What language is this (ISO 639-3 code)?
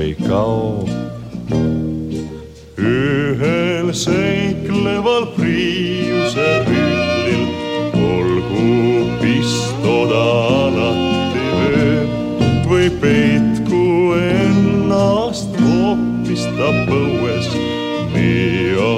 est